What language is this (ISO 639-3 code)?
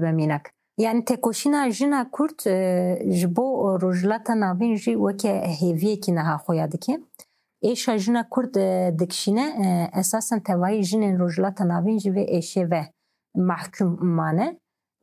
kur